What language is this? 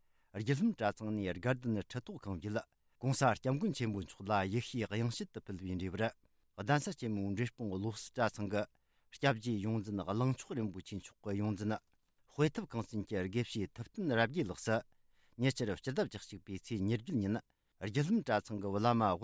Tibetan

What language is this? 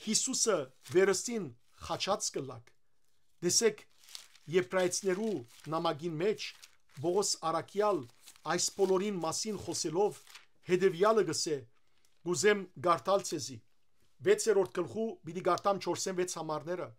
Western Armenian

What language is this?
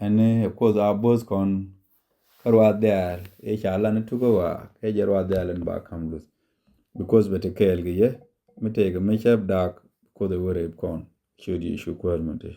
Nuer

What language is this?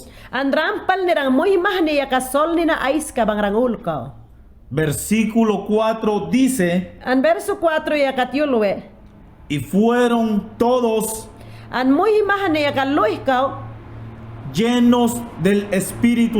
Mayangna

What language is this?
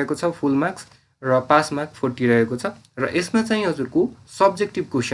Nepali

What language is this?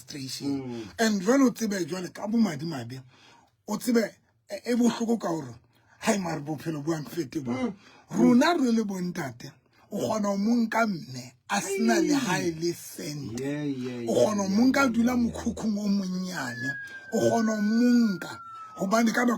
Southern Sotho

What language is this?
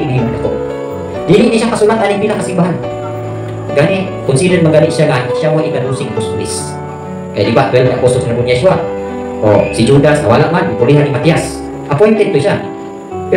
Cebuano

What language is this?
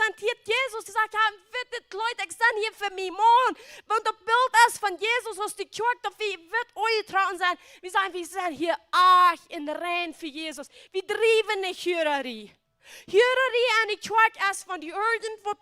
Plautdietsch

